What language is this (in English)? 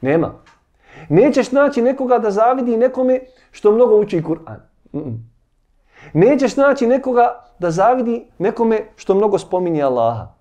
Bosnian